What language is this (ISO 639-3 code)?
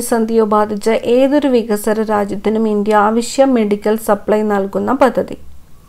mal